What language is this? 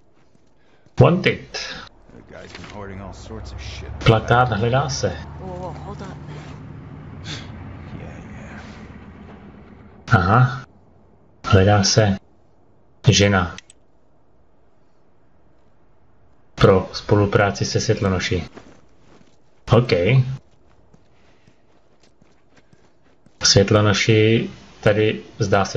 Czech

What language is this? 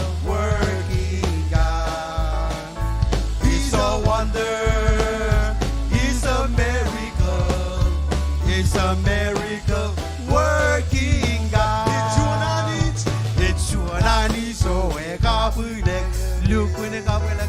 Marshallese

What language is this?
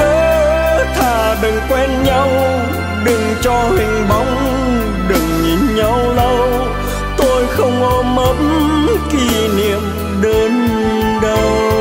Vietnamese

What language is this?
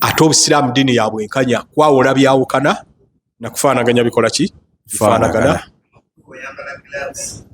Ganda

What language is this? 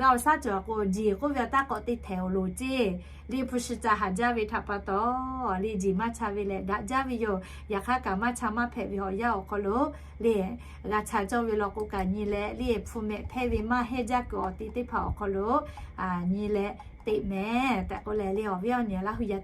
Lahu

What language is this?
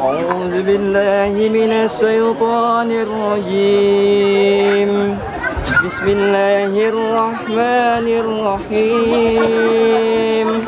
Betawi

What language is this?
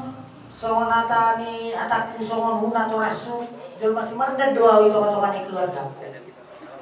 Batak Toba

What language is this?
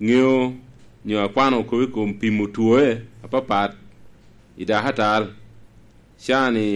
Lango (Uganda)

